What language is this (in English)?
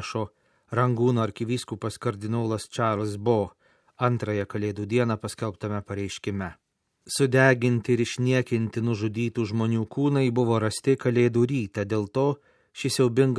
Lithuanian